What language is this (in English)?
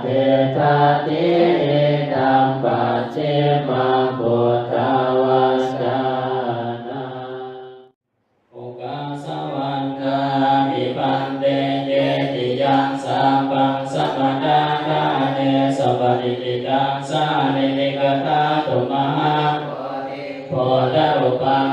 Pali